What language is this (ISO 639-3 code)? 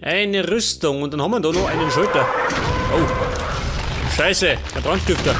bar